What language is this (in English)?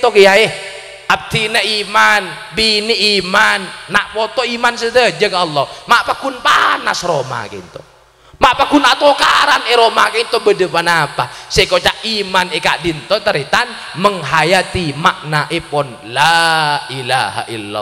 Madurese